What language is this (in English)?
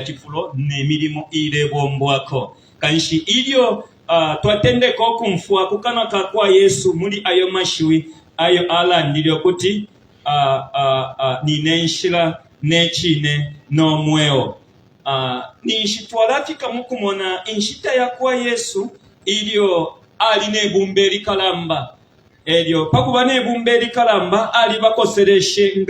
Bemba